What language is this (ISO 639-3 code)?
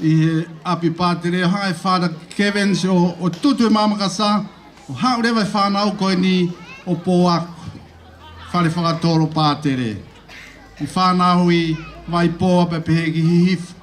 ton